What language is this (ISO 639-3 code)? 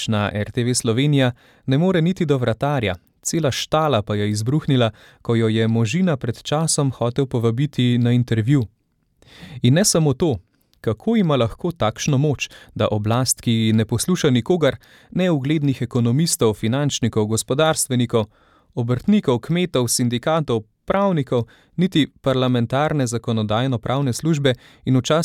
slv